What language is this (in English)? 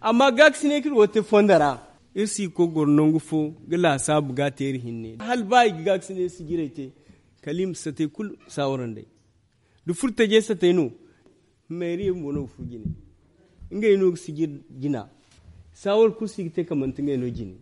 Zarma